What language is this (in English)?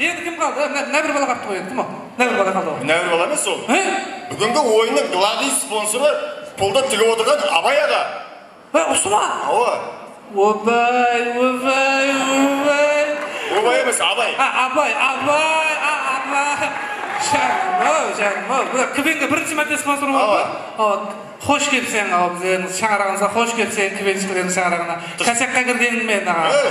Kara-Kalpak